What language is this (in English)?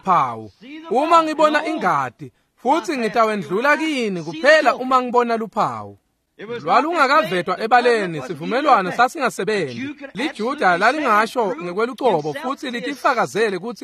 Swati